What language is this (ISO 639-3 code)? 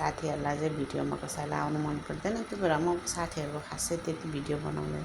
nep